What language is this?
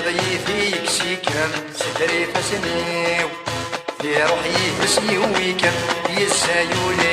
Kabyle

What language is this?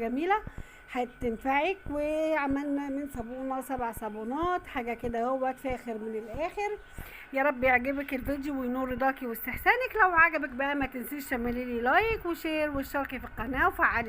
Egyptian Arabic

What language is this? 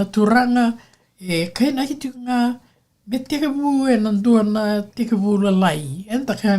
Fijian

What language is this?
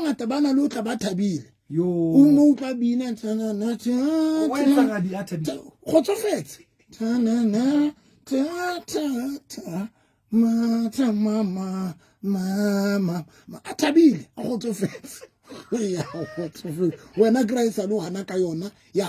Southern Sotho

